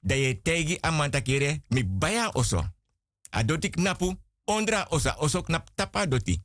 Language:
Sranan Tongo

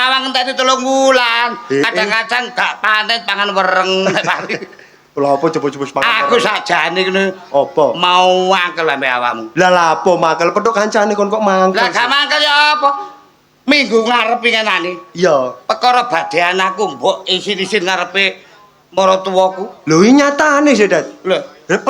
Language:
Javanese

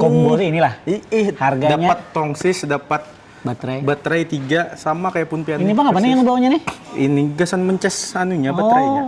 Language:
Banjar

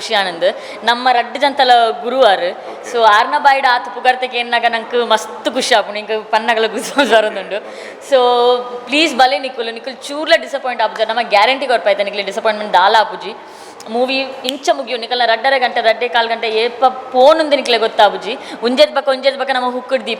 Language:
Tulu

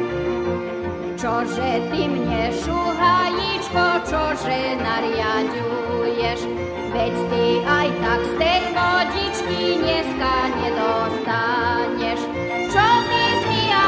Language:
Slovak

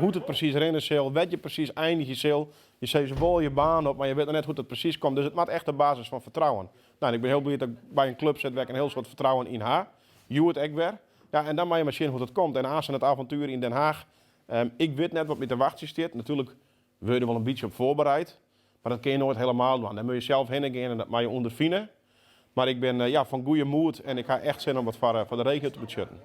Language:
Western Frisian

